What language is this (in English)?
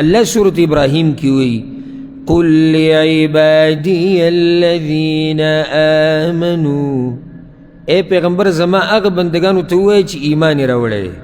Pashto